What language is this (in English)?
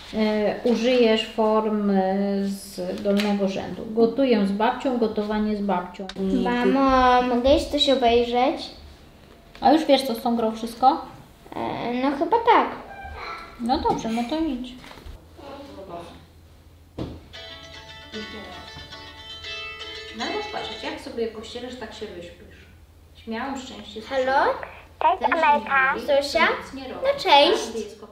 Polish